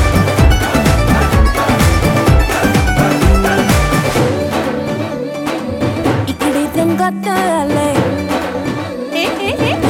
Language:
Marathi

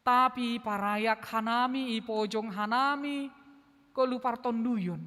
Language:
Batak Simalungun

